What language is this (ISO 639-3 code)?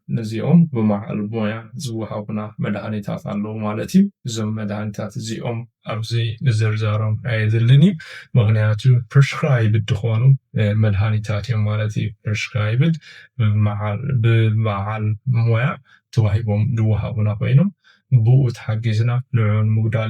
tir